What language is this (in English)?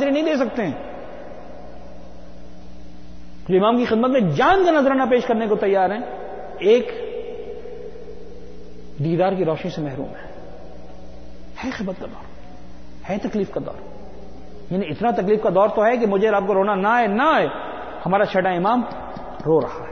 Urdu